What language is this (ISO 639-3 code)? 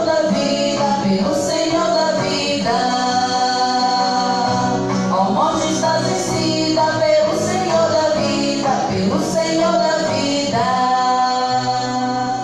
por